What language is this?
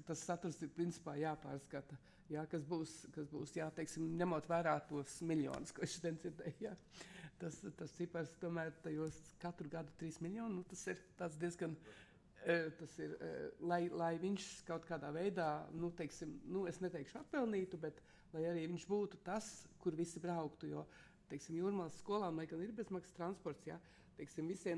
Latvian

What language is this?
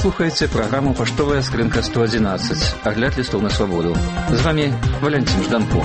Belarusian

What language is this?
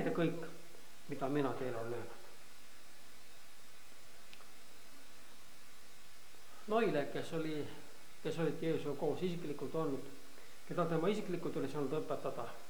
Estonian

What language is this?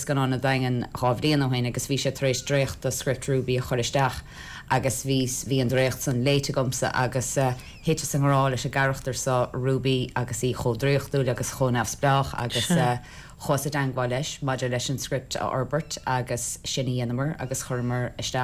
Irish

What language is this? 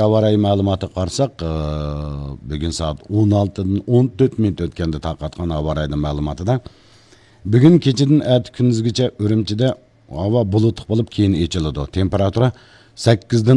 Uyghur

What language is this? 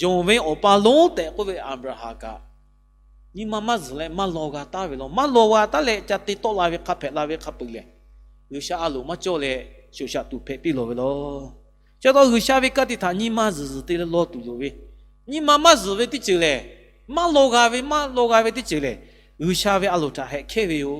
Lahu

